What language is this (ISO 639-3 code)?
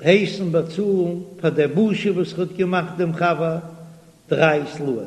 yid